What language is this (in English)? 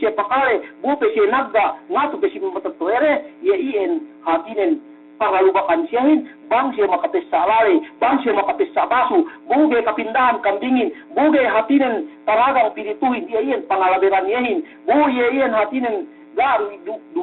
Yakan